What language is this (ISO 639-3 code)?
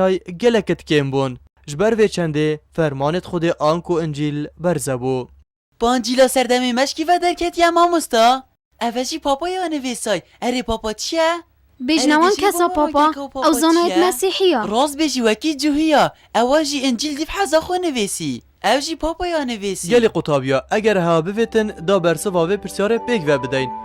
kur